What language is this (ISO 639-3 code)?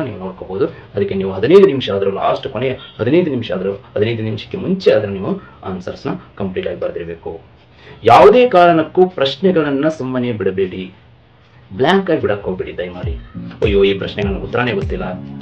kan